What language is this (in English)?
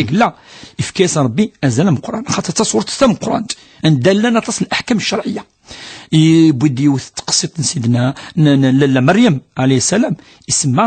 Kabyle